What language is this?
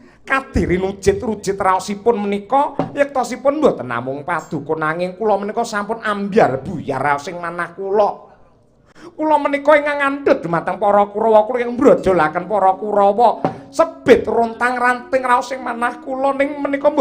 Javanese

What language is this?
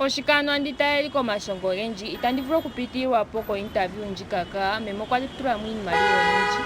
Ndonga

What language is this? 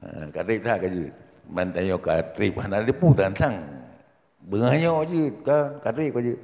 Achinese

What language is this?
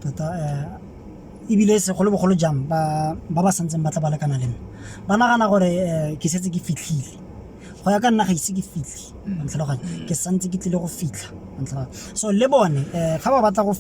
Tswana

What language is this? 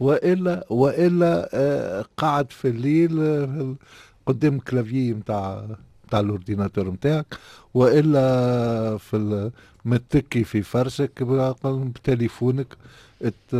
Tunisian Arabic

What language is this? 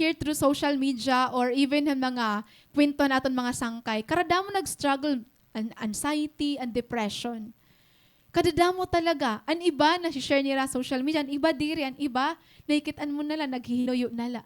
Waray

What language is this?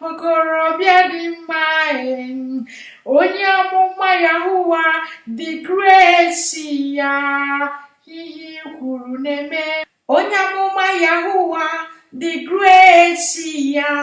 Igbo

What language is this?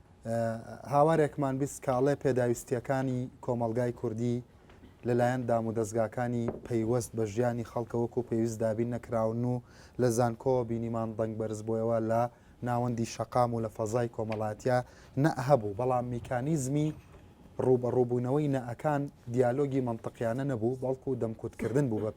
Central Kurdish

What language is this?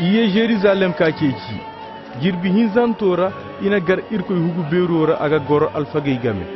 Koyraboro Senni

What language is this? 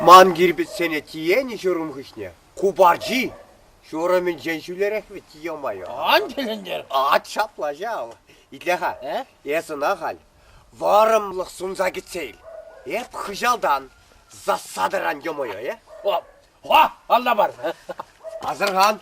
Chuvash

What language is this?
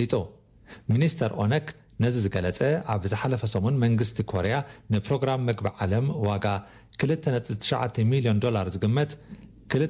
Tigrinya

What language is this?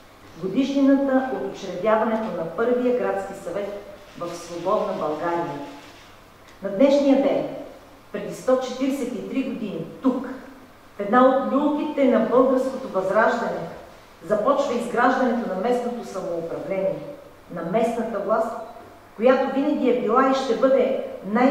Bulgarian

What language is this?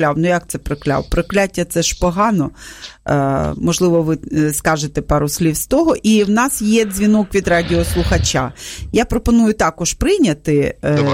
Ukrainian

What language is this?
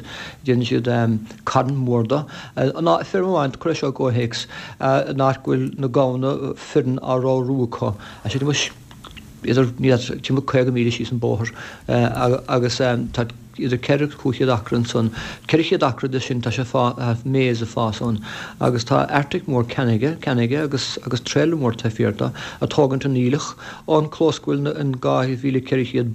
Irish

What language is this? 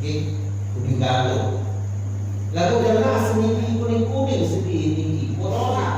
Sasak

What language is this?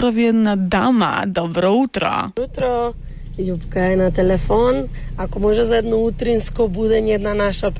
Macedonian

